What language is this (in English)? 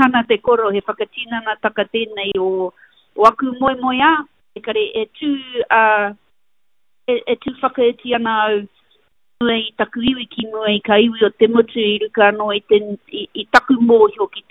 Māori